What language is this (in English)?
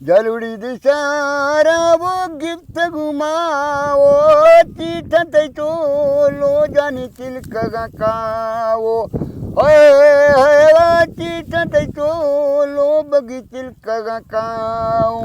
Brahui